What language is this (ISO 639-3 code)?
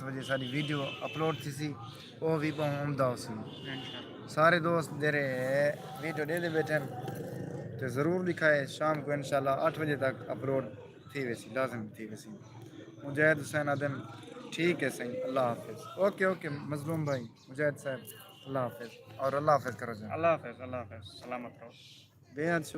skr